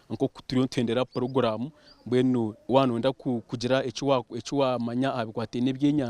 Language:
Nyankole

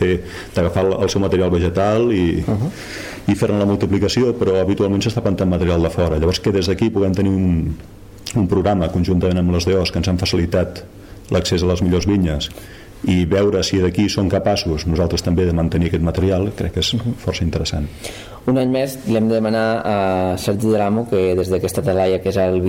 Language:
Catalan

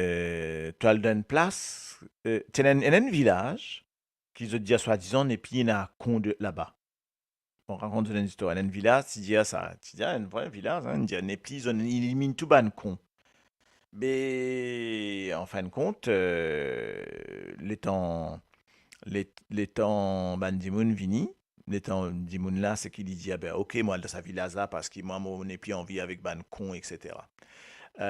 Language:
Morisyen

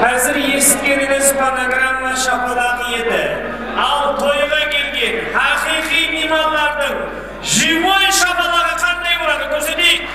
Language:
Kara-Kalpak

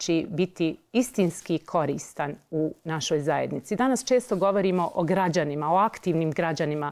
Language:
Bosnian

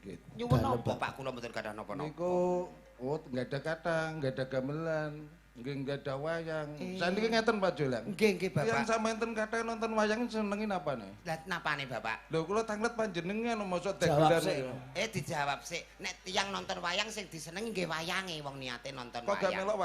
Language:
Javanese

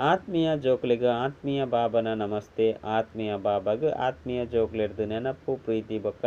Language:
Tulu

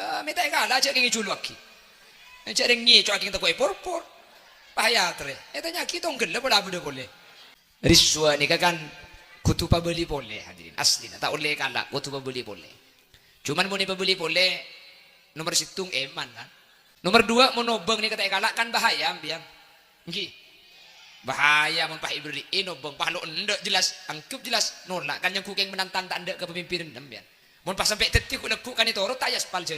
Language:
Madurese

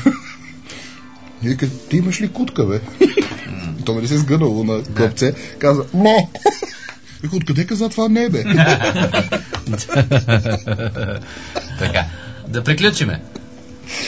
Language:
Bulgarian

